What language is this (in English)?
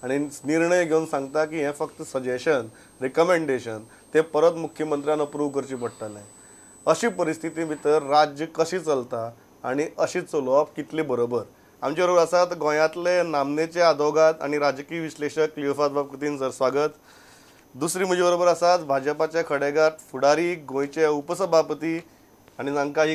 Konkani